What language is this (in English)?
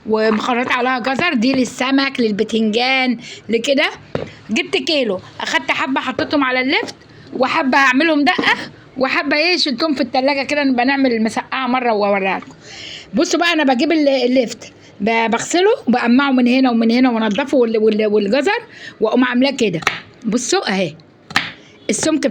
Egyptian Arabic